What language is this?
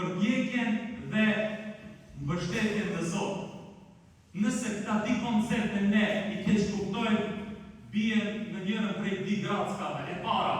Albanian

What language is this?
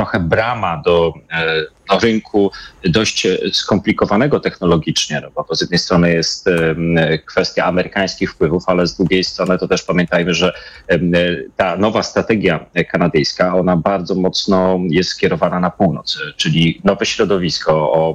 Polish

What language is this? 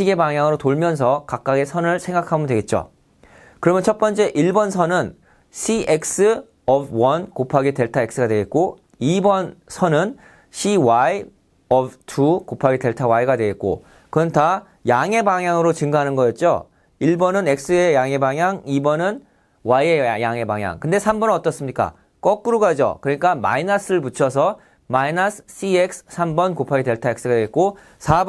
Korean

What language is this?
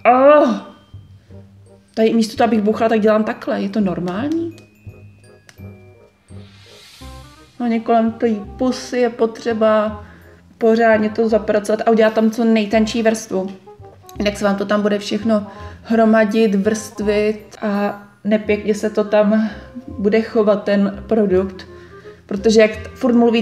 Czech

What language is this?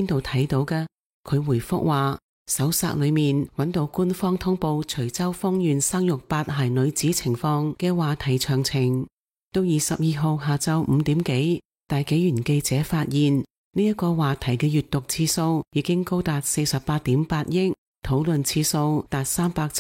Cantonese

